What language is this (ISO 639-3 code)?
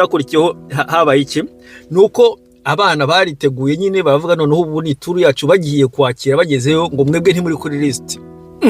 kin